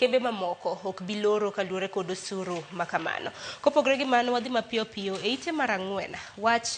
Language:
Luo (Kenya and Tanzania)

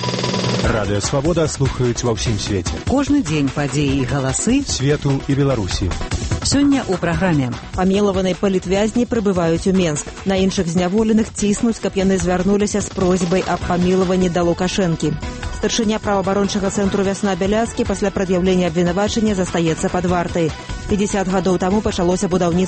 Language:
Belarusian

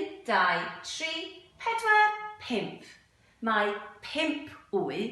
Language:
Welsh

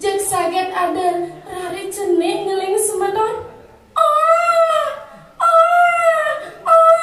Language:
Balinese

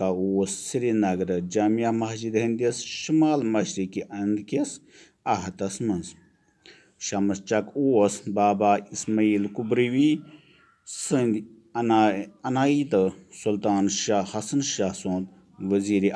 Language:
Kashmiri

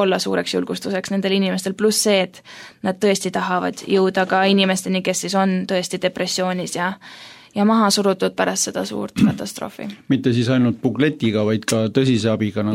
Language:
Estonian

